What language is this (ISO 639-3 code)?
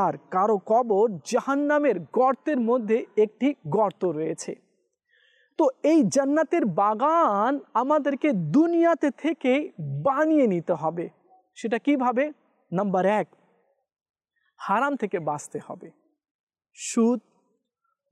ben